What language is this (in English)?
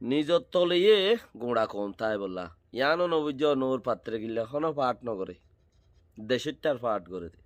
Rohingya